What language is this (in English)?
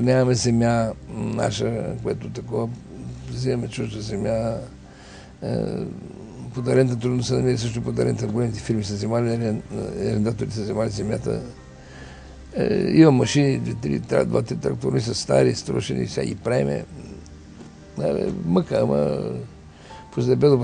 Bulgarian